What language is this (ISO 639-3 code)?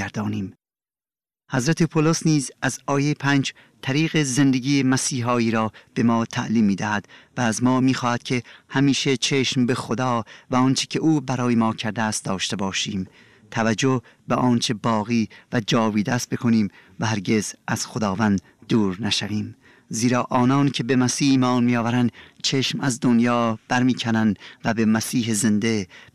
fas